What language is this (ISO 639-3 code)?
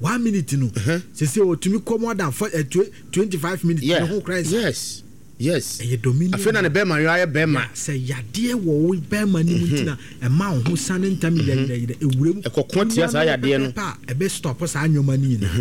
aka